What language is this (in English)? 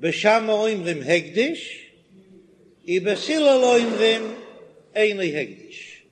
Yiddish